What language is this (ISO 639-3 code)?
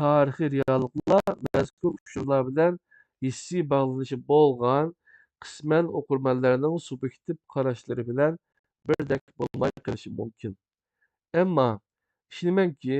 uig